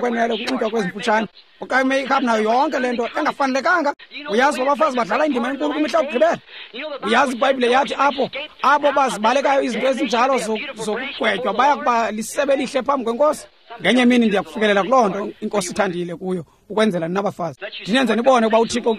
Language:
Xhosa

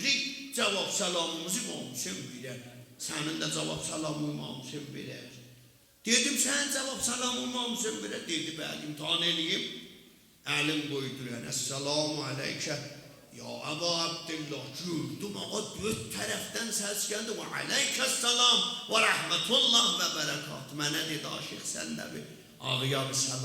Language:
South Azerbaijani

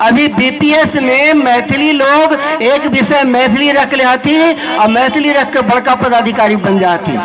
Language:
Magahi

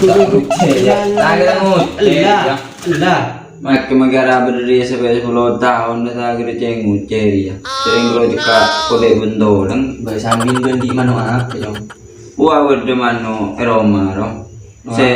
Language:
Madurese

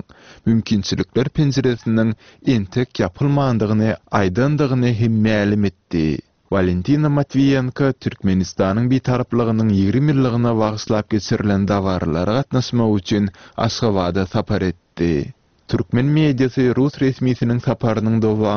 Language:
Turkmen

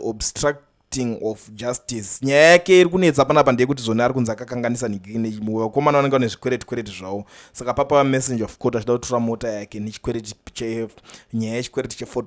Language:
Shona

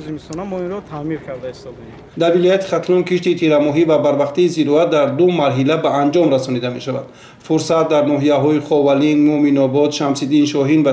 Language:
Tajik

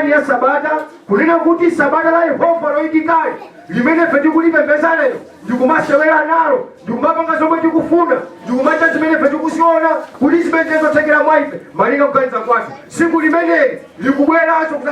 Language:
Nyanja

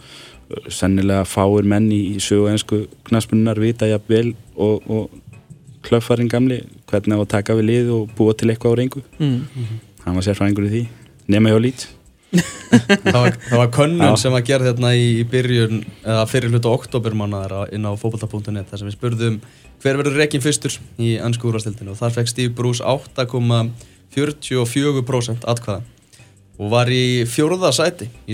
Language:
Icelandic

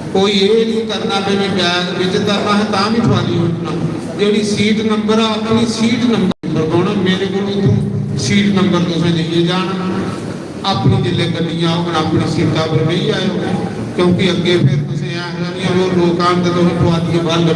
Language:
Dogri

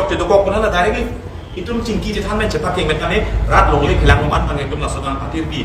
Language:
Karbi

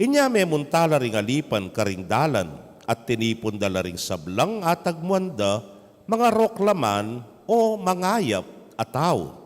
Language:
Pampanga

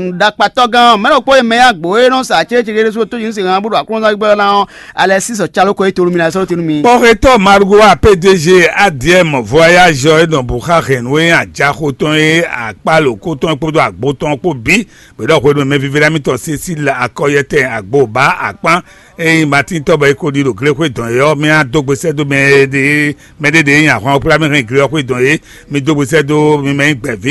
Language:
Fon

